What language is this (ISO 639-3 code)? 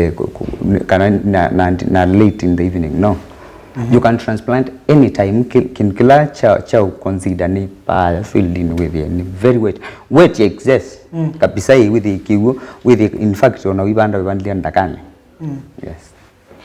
kam